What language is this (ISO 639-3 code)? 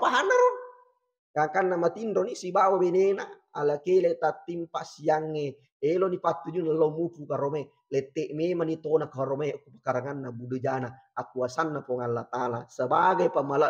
bug